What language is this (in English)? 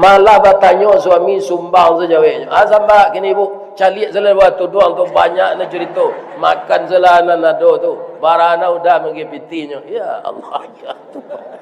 Minangkabau